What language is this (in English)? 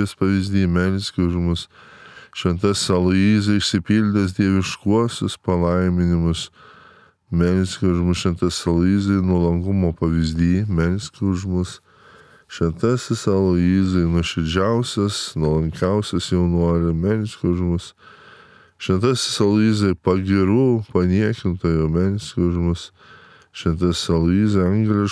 Lithuanian